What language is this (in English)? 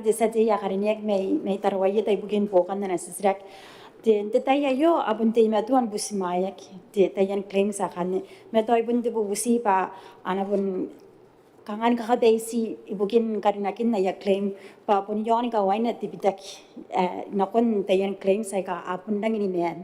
Gilbertese